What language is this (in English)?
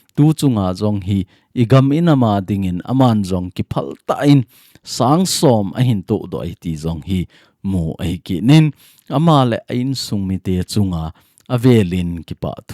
Thado Chin